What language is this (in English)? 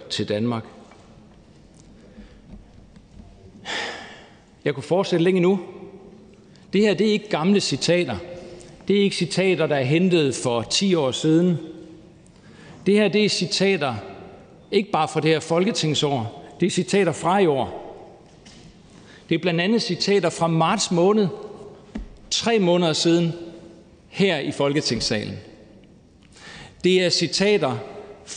Danish